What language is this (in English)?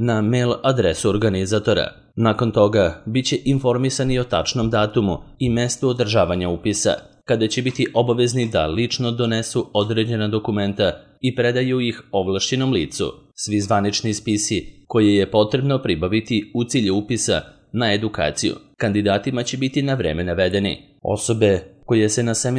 Serbian